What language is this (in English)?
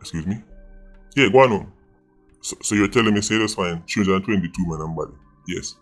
Jamaican Creole English